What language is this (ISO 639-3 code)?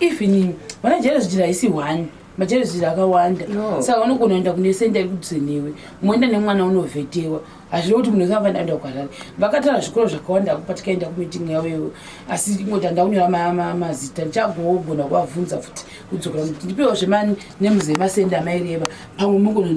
sna